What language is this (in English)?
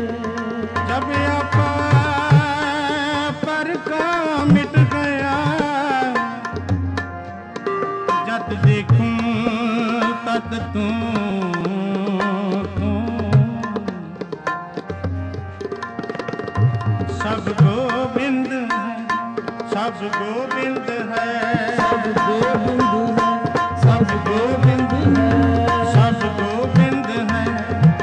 Hindi